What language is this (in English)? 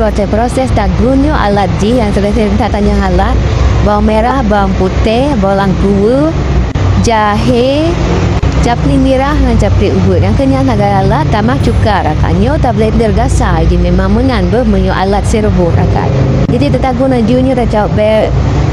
Achinese